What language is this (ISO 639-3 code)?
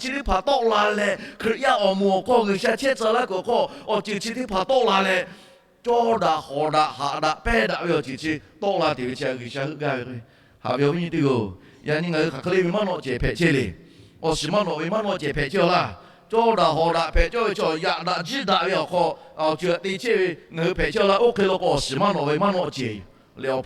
lhu